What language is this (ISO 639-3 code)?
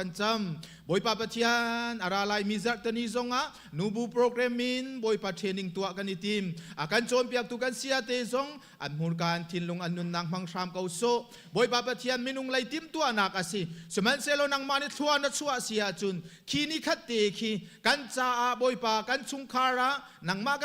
cnh